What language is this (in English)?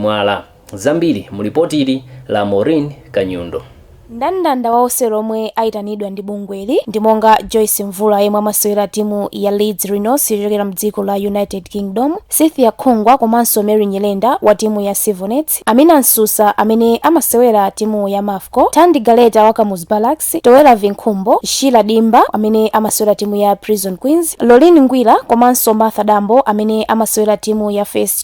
Nyanja